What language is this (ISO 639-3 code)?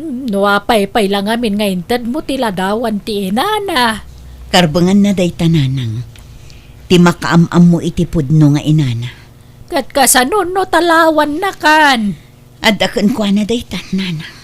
ilo